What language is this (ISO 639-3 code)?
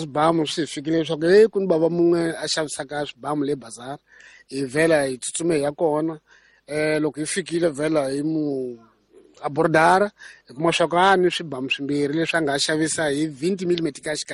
tso